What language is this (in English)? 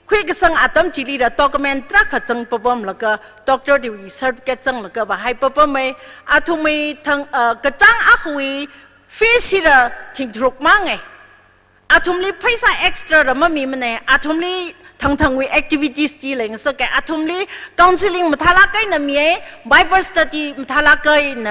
Tangkhul Naga (India)